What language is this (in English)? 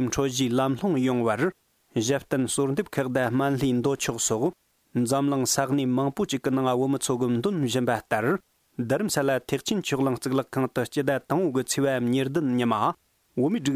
Tibetan